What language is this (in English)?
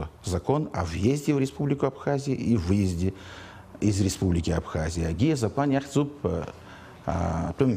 Abkhazian